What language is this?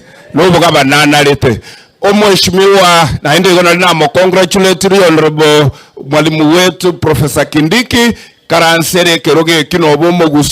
Gusii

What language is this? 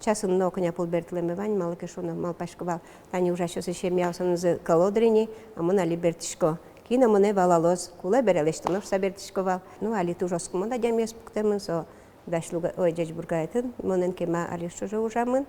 Udmurt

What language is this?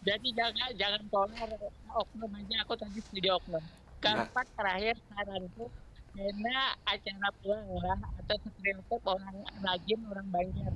Banjar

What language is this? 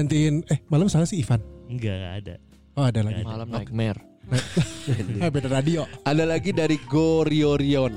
Indonesian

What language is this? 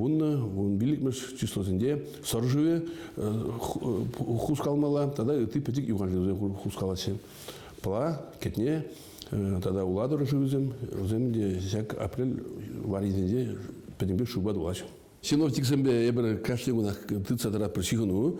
Chuvash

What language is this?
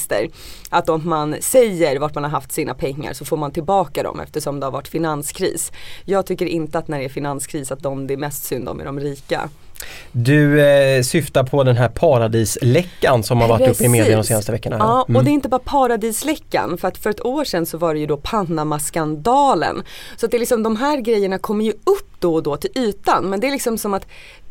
Swedish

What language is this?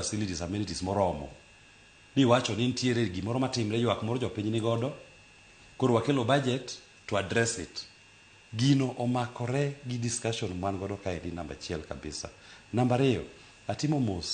Luo (Kenya and Tanzania)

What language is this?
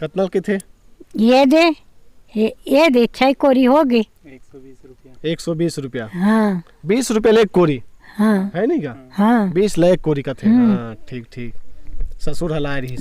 Chhattisgarhi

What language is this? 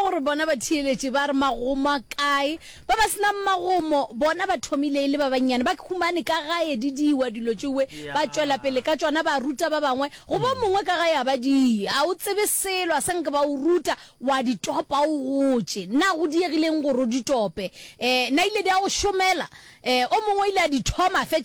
Northern Sotho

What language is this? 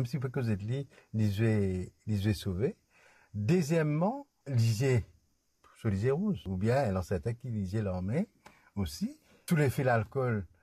Morisyen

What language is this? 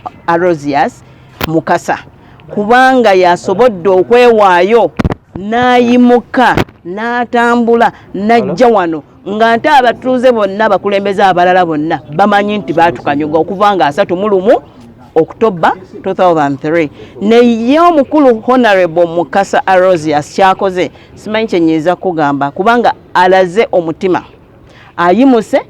Ganda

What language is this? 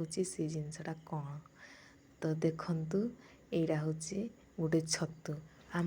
Odia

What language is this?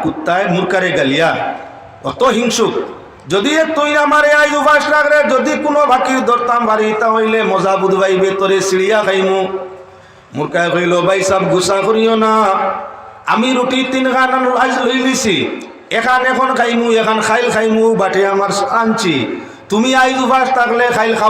Sylheti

